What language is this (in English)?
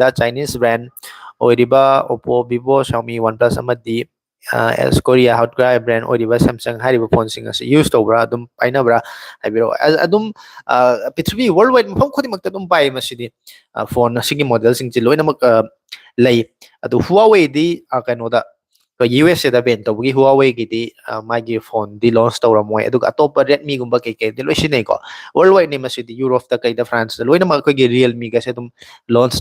Manipuri